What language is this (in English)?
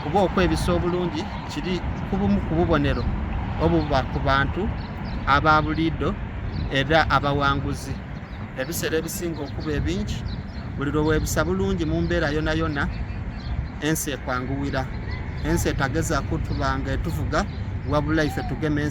Soga